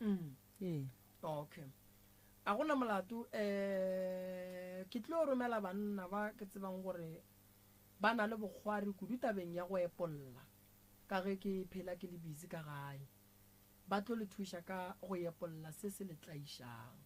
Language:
Northern Sotho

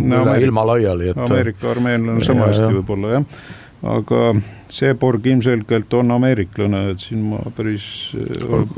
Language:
Estonian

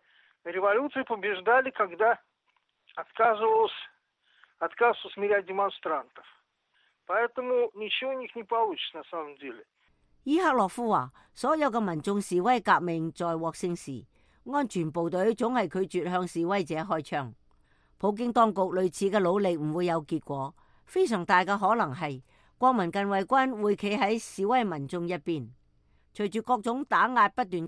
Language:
Cantonese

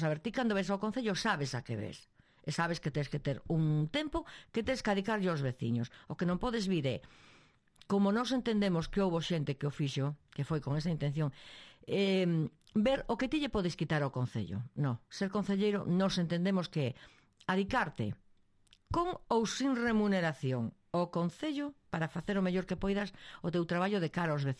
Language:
Galician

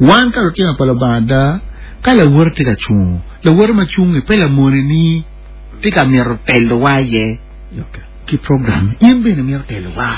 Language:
Acoli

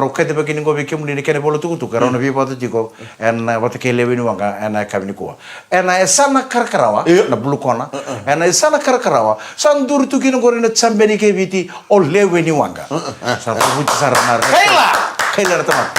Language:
Fijian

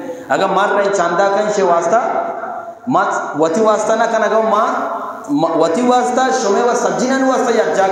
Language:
Eastern Balochi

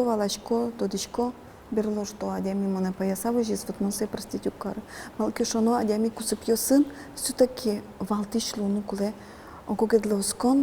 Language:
Udmurt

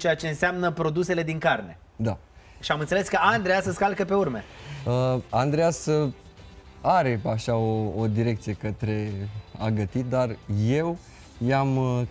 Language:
Romanian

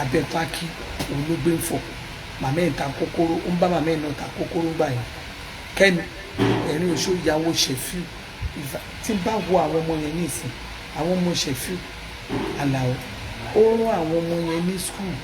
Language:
Yoruba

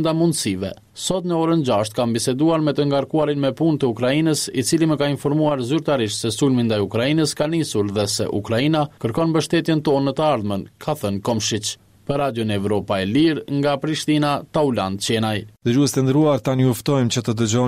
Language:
Albanian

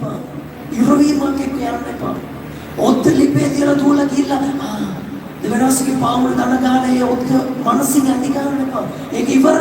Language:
Sinhala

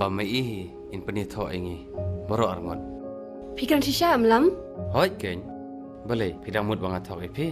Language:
Khasi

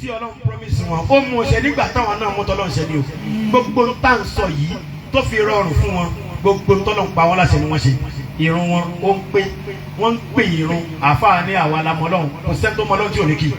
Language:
Yoruba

